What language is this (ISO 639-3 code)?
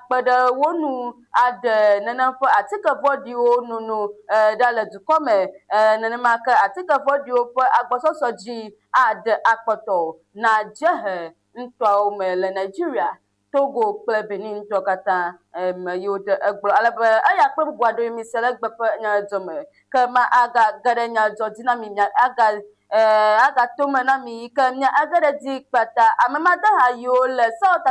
ewe